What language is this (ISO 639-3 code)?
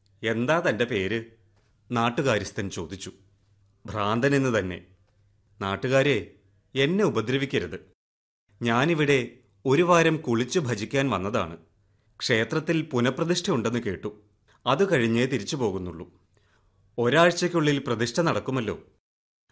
mal